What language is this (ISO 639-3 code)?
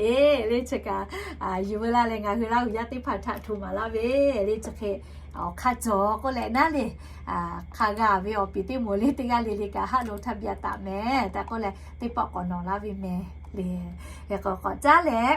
lhu